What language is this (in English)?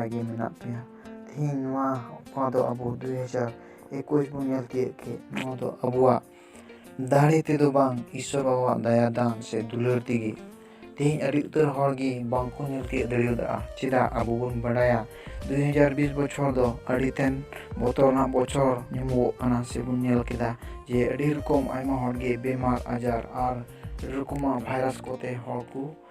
Santali